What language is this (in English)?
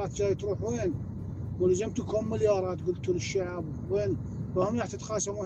Mesopotamian Arabic